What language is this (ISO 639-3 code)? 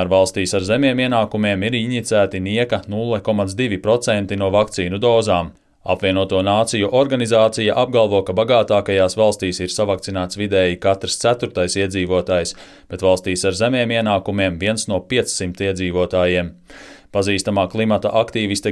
lav